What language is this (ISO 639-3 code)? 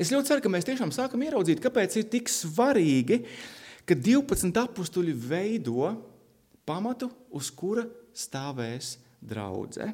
lav